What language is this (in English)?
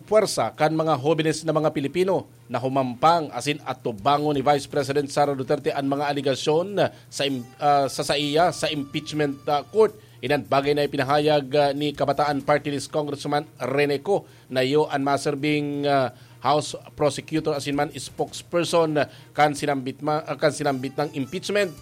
Bikol